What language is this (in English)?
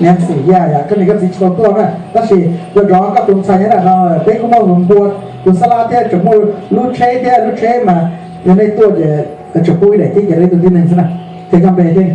Hmong